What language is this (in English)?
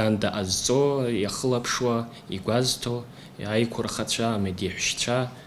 Abkhazian